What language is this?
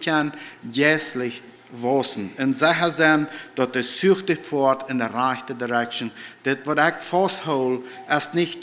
Plautdietsch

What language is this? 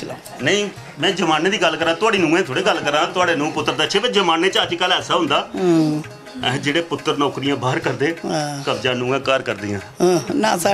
Dogri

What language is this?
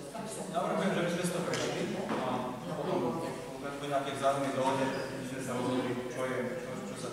Slovak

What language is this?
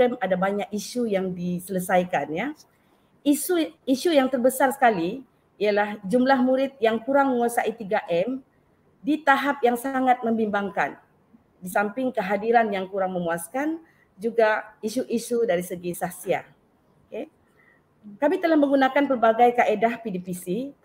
Malay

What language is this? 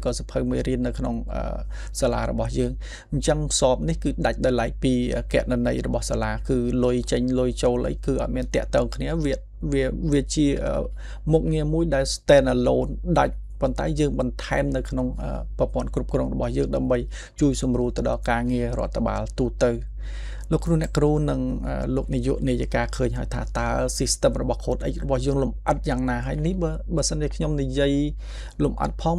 Khmer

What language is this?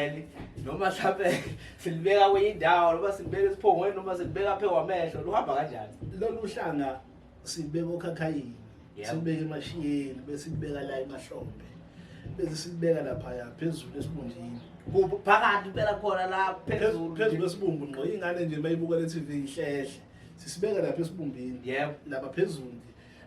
Zulu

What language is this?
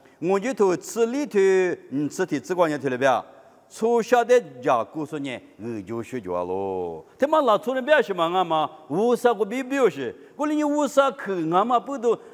Lisu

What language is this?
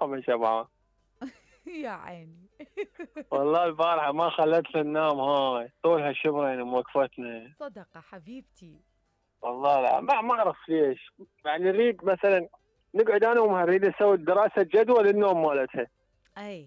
Mesopotamian Arabic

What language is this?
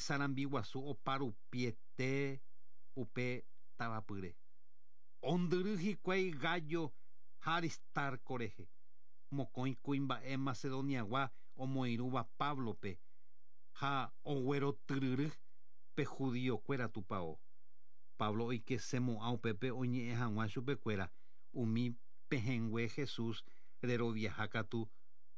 Guarani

